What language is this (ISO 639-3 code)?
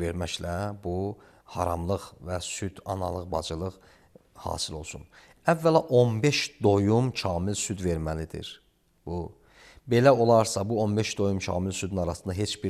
aze